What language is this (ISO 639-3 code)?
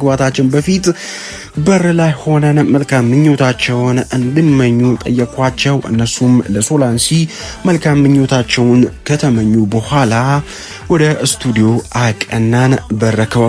amh